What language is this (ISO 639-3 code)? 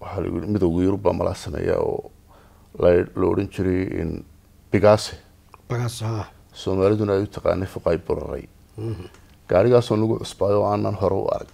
som